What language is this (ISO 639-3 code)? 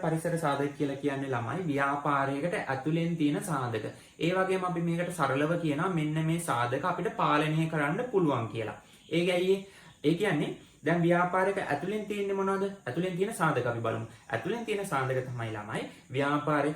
sin